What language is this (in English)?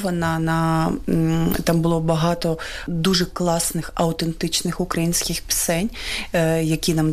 Ukrainian